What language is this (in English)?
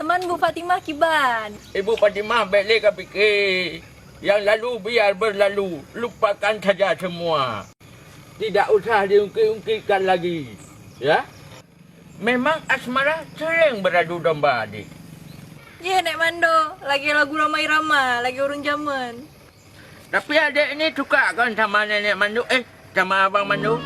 Achinese